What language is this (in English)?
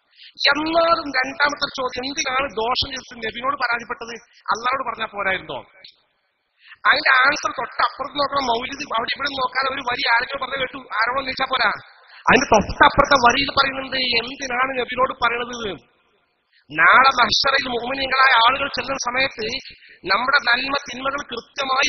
Malayalam